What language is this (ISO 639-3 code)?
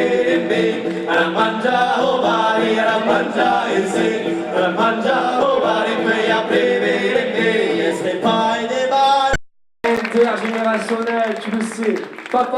oci